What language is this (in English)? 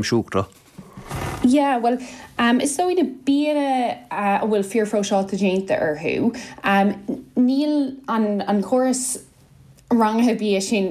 Irish